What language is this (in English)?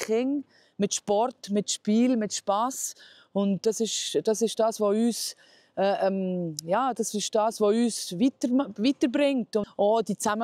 Swiss German